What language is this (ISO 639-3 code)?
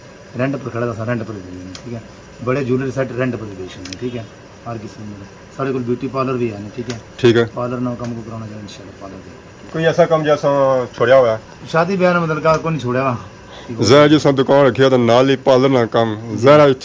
phr